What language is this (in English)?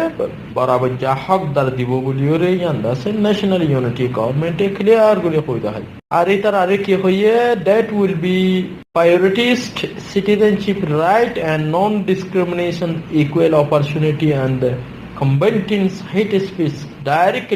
Rohingya